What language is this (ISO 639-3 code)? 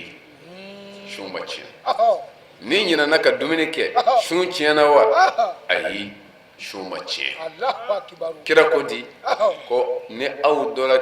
bam